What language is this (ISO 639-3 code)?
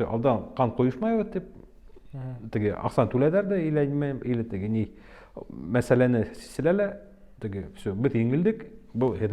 bak